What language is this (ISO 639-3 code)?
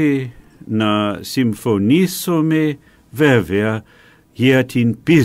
ell